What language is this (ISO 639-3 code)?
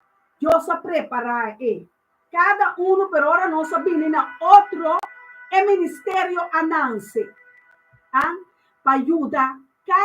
pap